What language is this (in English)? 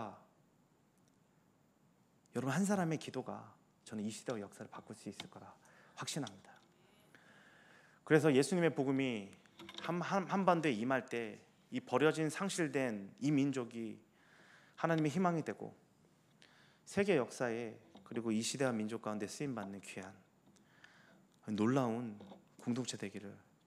Korean